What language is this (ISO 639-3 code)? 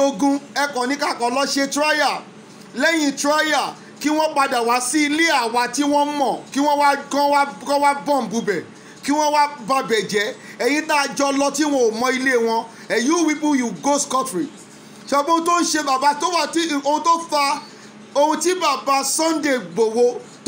yor